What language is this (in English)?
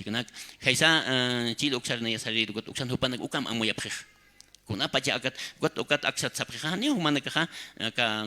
Aymara